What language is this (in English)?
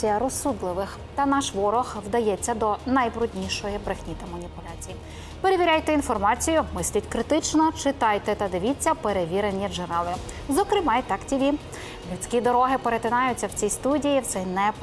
Ukrainian